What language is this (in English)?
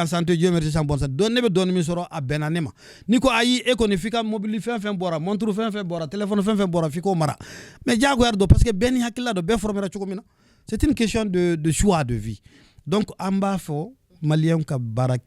Bambara